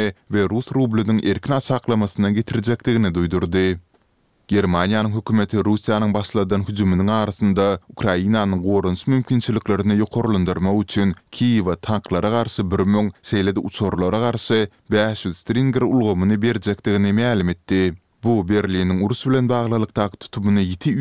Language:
Turkmen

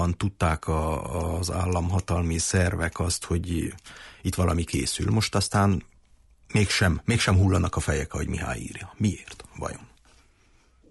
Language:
Hungarian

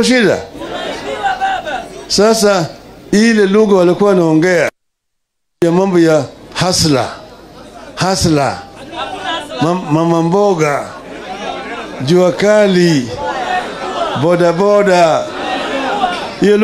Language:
Swahili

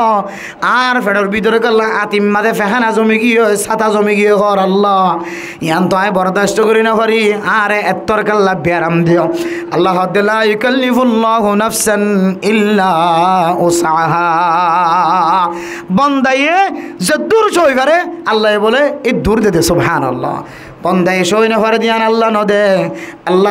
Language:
Rohingya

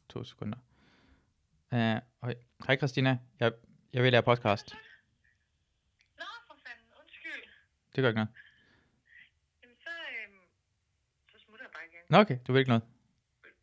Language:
Danish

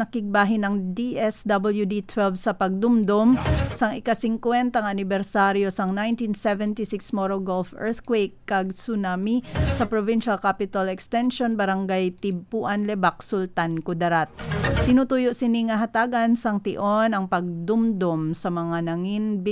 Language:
Hiligaynon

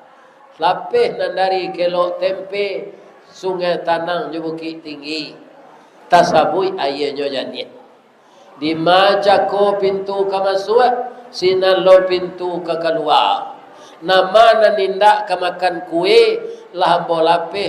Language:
Minangkabau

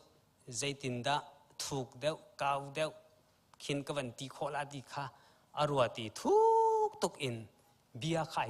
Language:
Hakha Chin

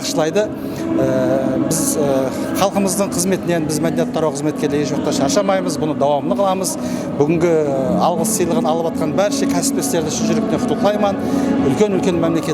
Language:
Kara-Kalpak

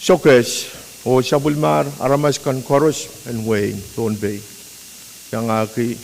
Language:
Pohnpeian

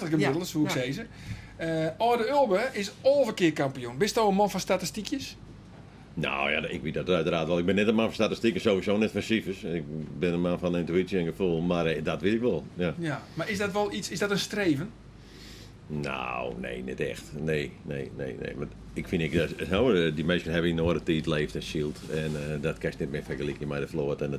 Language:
Western Frisian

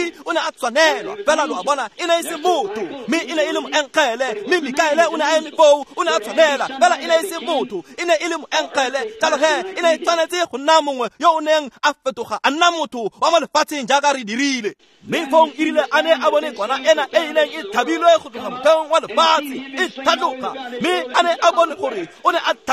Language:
Tswana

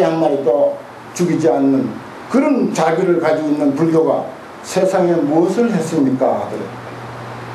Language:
Korean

